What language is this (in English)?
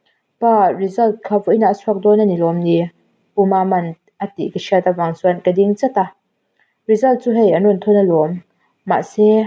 Mizo